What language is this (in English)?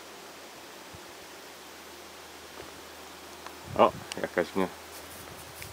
Polish